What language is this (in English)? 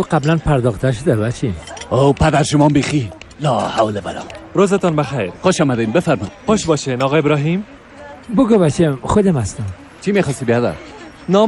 Persian